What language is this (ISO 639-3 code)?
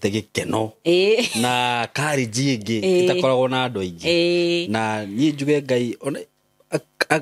kik